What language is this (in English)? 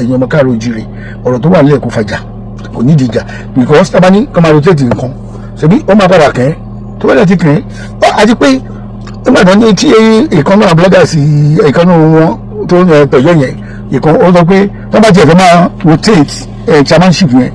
Yoruba